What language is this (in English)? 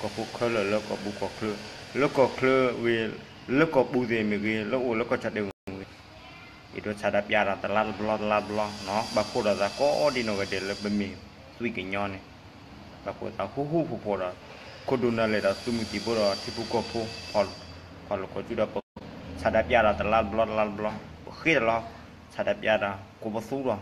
S'gaw Karen